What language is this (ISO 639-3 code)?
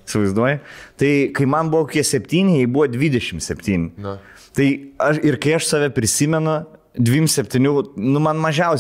lit